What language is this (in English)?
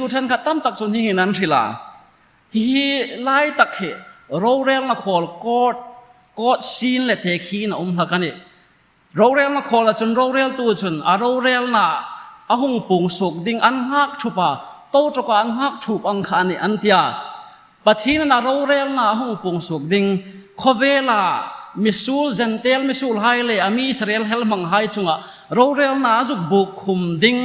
Hmar